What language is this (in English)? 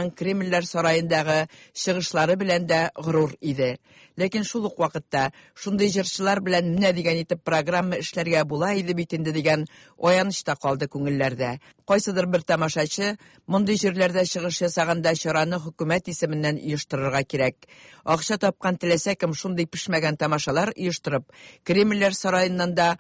Tatar